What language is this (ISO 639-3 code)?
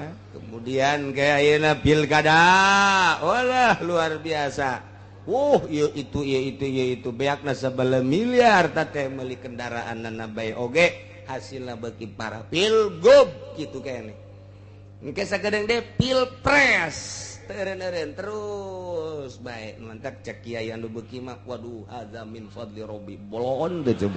sun